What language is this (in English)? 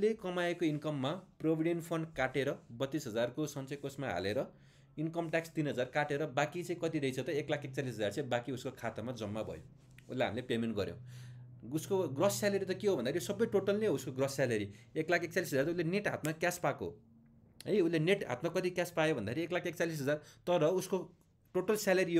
Nepali